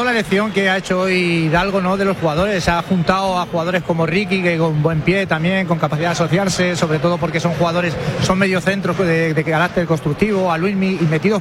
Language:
Spanish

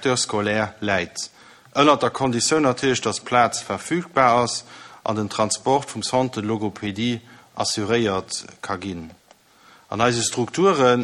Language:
Luxembourgish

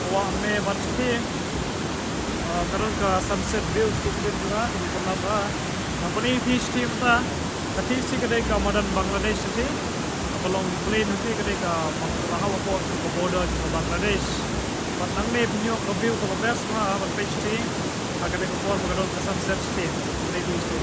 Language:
Khasi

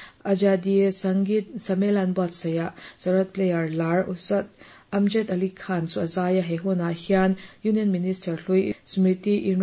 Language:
Mizo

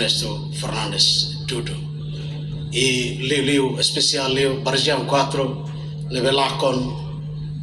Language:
Tetum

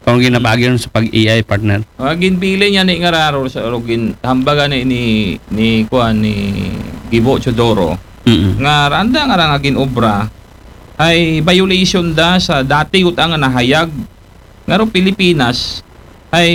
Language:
Aklanon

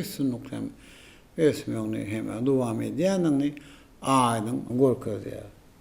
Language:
Turkmen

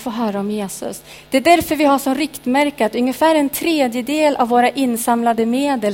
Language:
Swedish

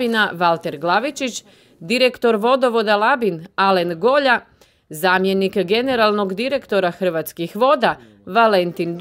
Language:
Croatian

